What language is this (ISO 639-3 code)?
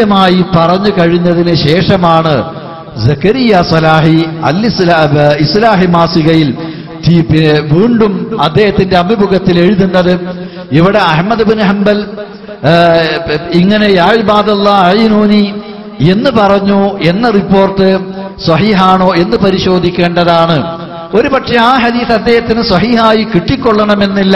mal